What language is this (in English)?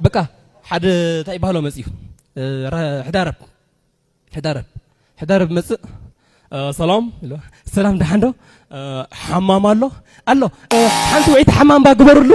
Tigrinya